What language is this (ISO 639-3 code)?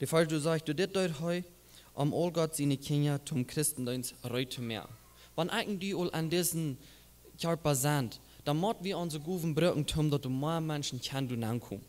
pdt